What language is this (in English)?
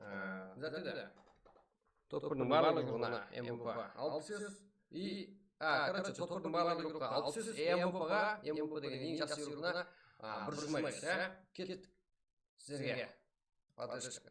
Kara-Kalpak